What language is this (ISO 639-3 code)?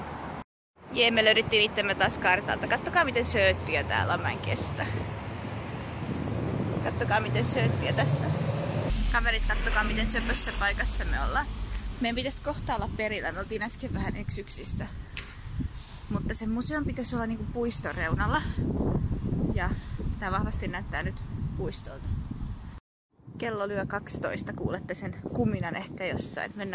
fin